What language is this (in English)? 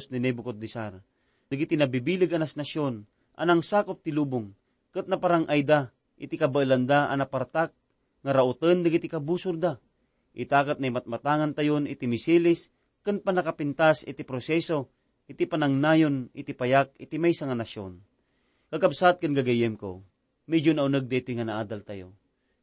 Iloko